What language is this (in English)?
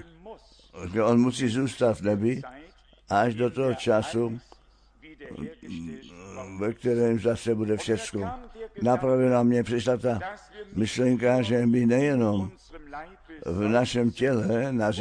Czech